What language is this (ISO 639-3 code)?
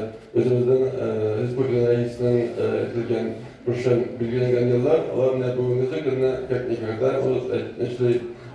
tat